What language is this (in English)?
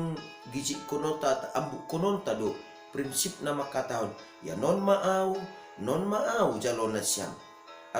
Batak Simalungun